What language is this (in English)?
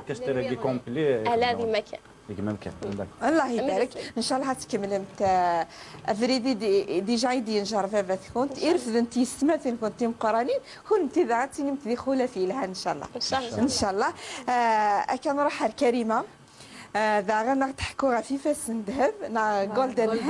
Kabyle